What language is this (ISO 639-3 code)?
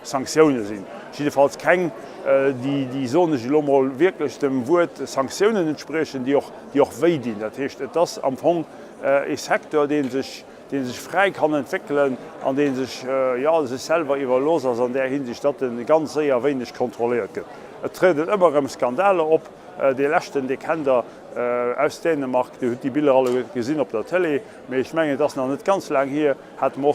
ltz